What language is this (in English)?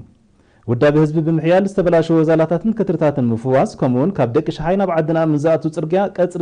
Tigrinya